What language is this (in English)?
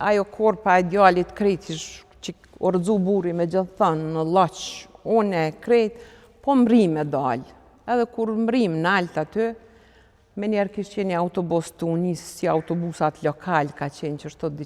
Albanian